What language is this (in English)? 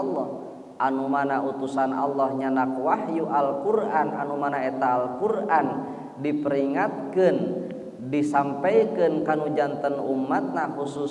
Sundanese